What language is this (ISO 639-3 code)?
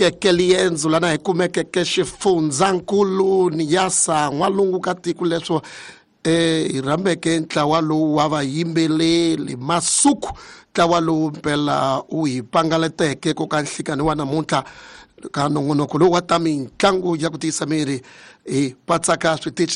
tso